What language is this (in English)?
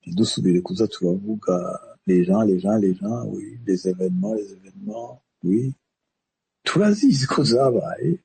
Rundi